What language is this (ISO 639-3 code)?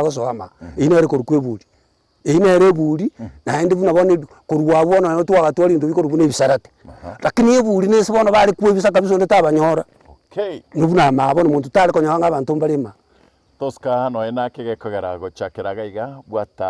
guz